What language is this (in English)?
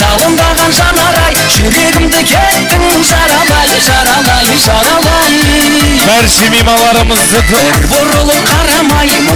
Kara-Kalpak